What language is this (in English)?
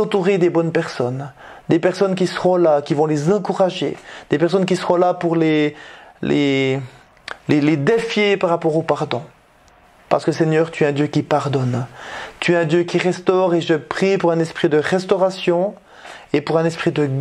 French